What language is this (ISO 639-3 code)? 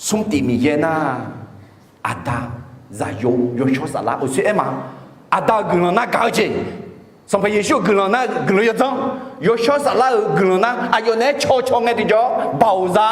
ahk